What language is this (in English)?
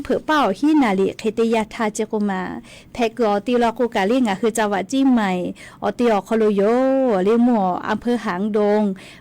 Lahu